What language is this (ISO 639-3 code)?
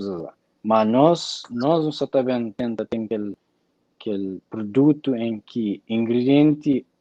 kea